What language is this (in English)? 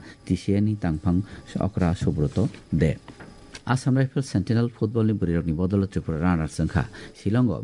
Kok Borok